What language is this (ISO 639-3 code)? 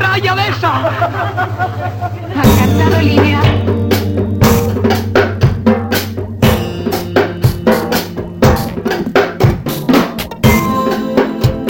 cat